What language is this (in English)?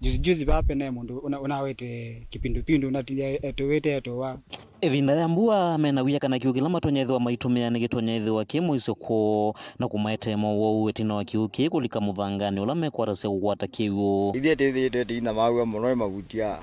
Kamba